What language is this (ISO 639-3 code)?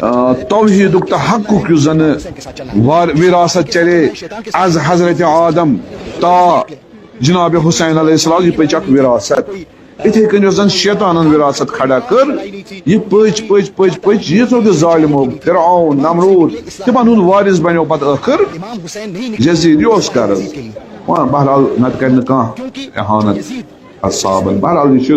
kas